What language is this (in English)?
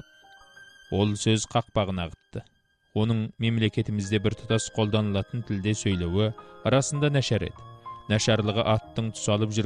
Kazakh